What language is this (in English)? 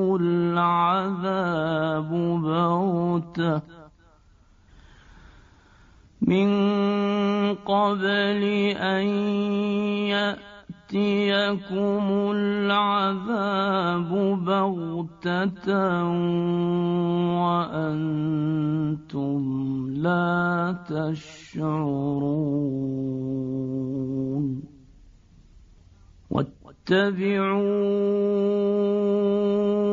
Arabic